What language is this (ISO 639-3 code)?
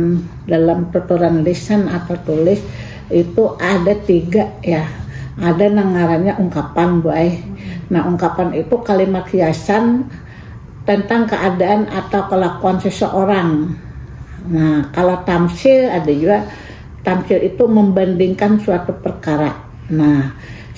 bjn